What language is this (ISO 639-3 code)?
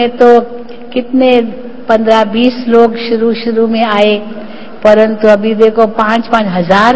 hin